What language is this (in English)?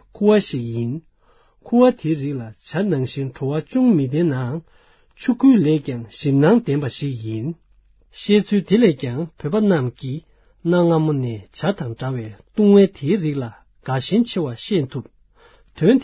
Tibetan